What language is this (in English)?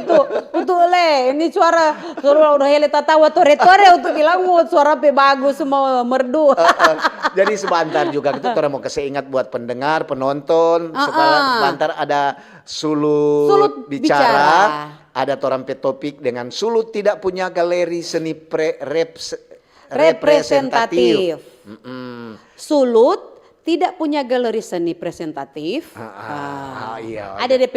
Manado Malay